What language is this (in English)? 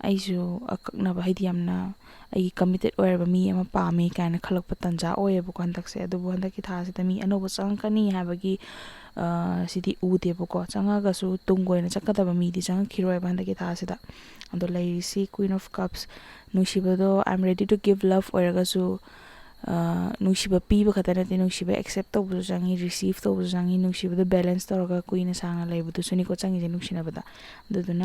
Manipuri